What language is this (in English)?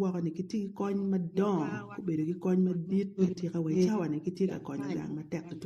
Acoli